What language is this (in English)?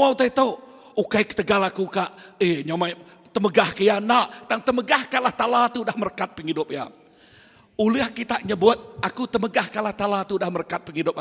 Iban